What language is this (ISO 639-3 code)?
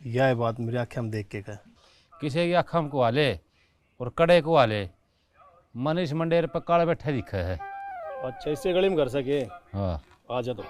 bgc